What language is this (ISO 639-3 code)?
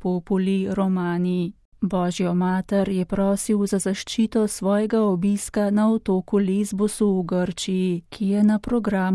slv